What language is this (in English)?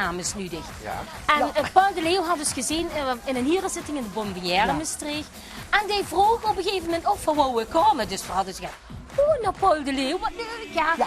Limburgish